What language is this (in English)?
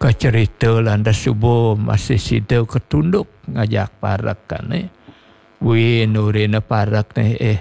Balinese